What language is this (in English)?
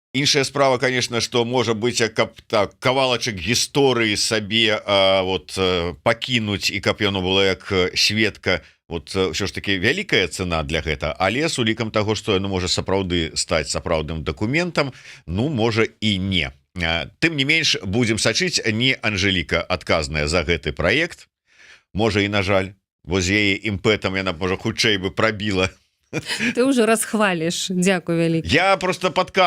Belarusian